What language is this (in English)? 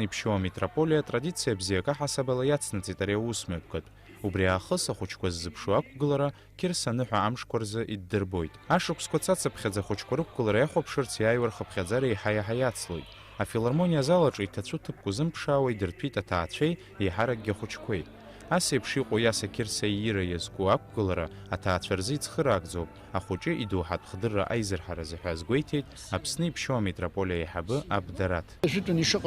Abkhazian